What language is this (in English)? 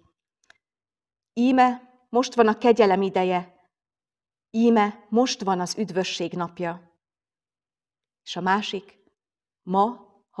Hungarian